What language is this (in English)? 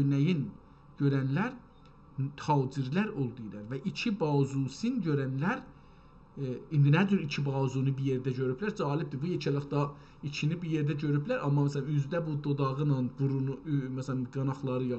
South Azerbaijani